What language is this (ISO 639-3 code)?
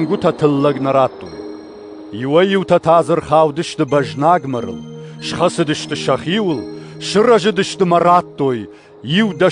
oss